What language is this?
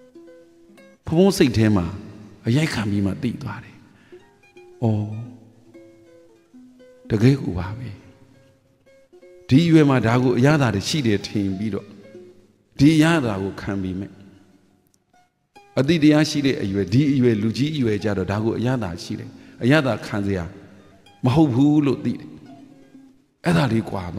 Burmese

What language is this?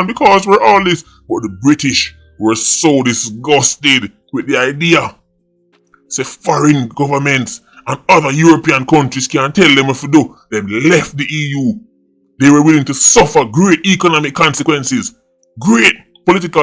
Jamaican Creole English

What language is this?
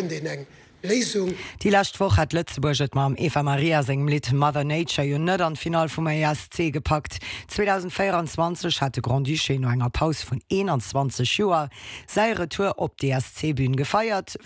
Luxembourgish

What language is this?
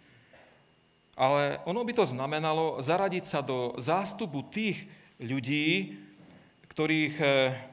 Slovak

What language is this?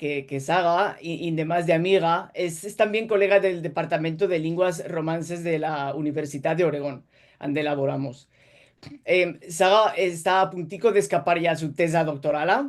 Ladino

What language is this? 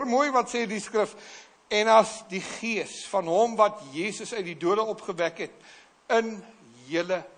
Afrikaans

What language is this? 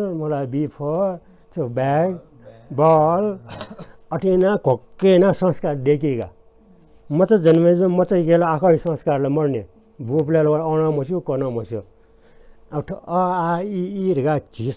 Newari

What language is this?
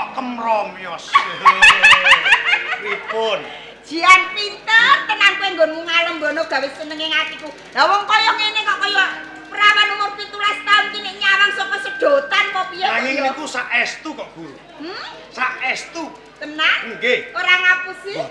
Javanese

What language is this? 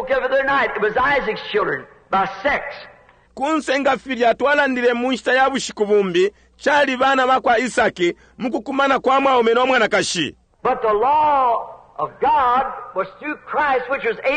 Bemba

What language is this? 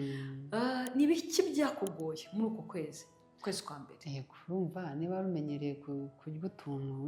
Kinyarwanda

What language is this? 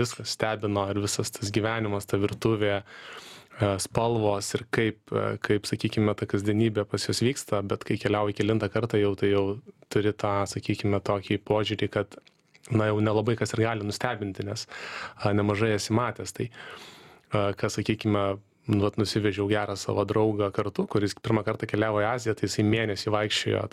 Lithuanian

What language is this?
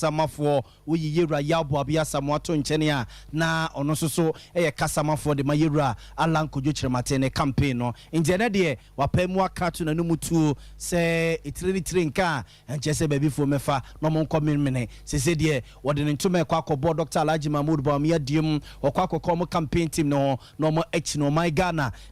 Akan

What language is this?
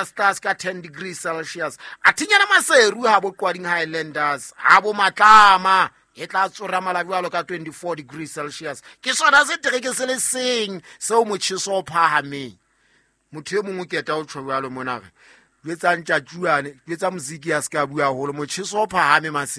Southern Sotho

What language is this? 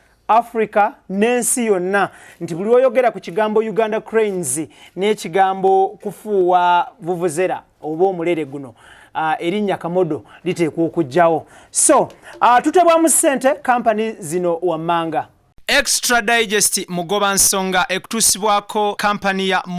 Ganda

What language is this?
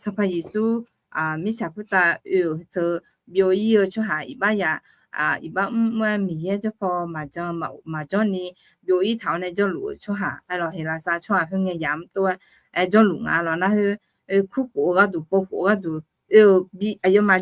Akha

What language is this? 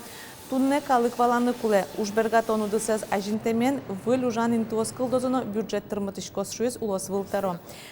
Udmurt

